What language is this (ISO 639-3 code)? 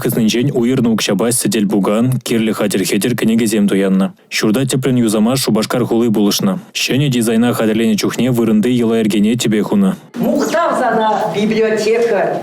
chv